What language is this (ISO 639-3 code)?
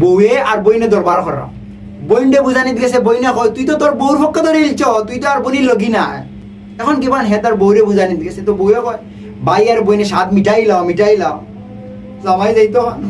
syl